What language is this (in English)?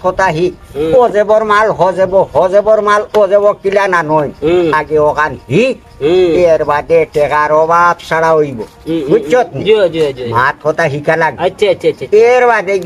Sylheti